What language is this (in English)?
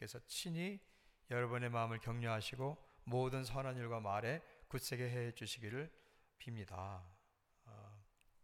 Korean